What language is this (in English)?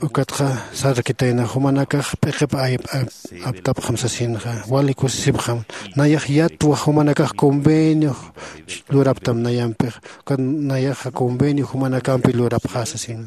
Aymara